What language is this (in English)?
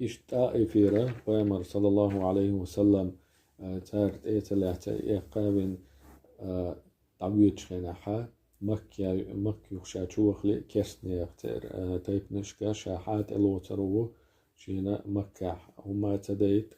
Chechen